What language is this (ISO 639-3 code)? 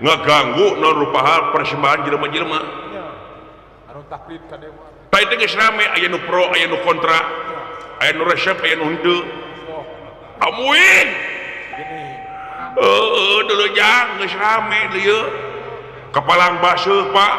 sun